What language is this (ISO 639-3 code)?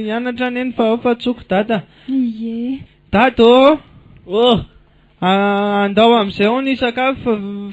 mlg